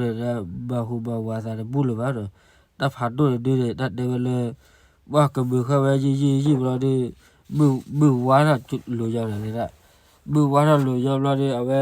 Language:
S'gaw Karen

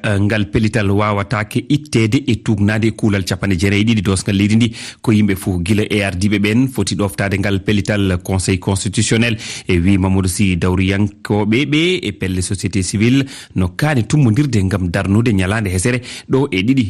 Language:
Fula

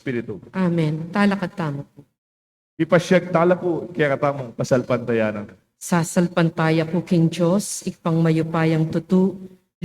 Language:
Pampanga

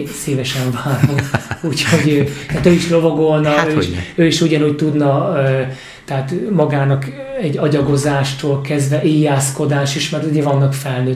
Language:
Hungarian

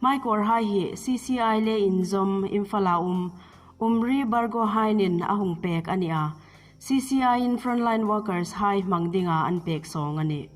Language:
Hmar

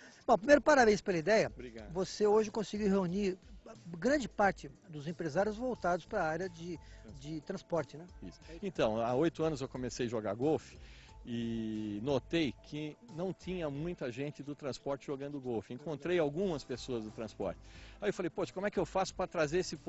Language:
Portuguese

